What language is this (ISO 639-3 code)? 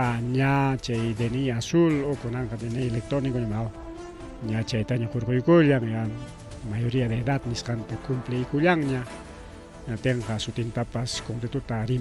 quy